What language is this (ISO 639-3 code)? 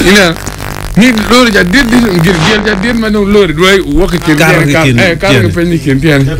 ach